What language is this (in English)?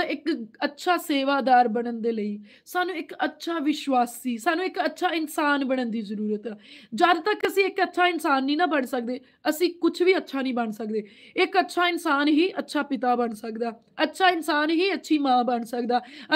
Punjabi